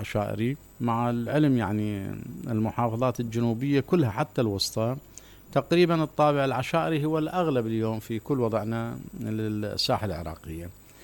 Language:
Mesopotamian Arabic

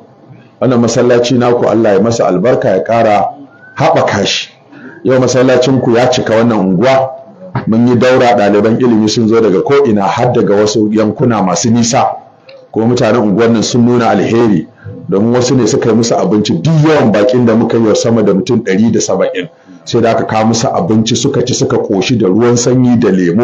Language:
Hausa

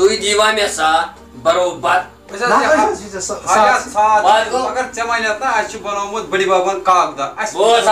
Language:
Kashmiri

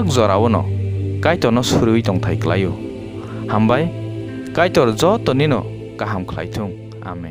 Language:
Kok Borok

